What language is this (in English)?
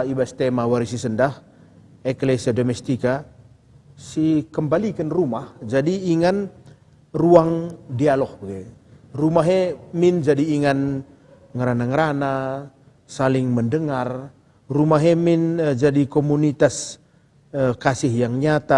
Batak Karo